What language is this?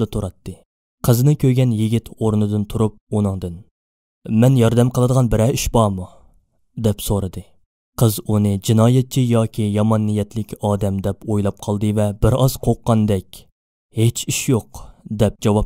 Uyghur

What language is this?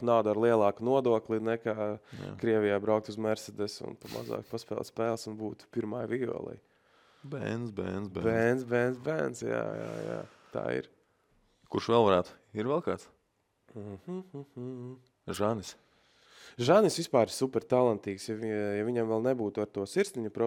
Latvian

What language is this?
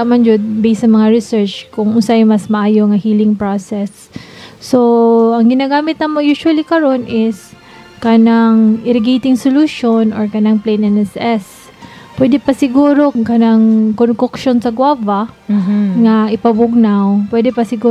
Cebuano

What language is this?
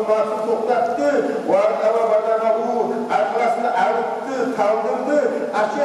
Kumyk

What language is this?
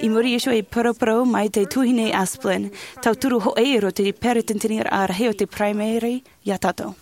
Tahitian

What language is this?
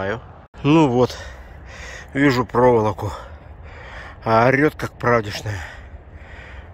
Russian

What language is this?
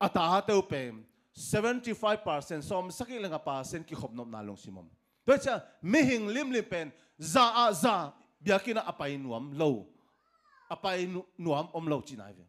Tedim Chin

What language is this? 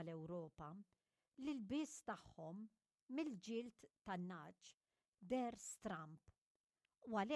Maltese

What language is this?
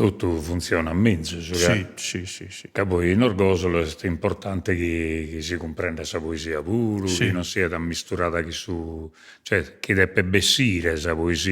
Sardinian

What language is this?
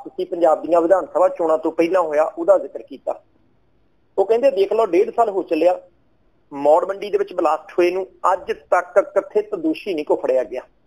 Punjabi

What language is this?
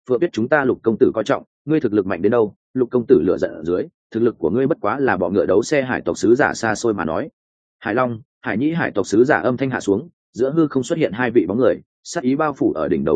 Vietnamese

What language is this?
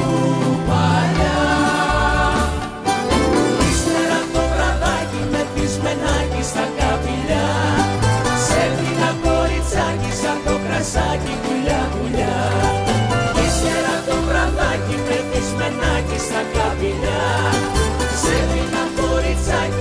Greek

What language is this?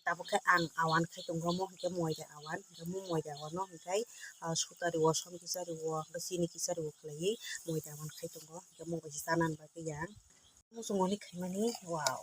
Kok Borok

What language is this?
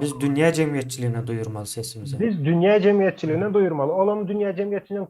Turkmen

